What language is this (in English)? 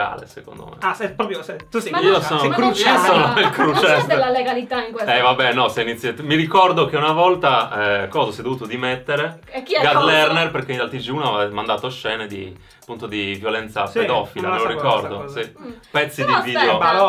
Italian